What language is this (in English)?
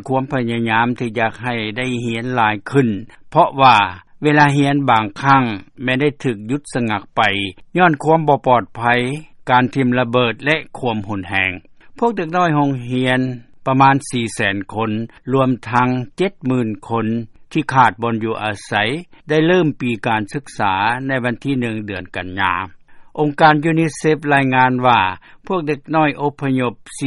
Lao